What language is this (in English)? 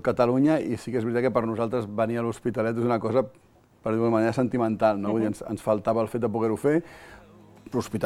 Catalan